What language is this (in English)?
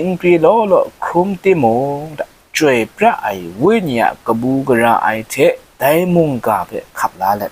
Kachin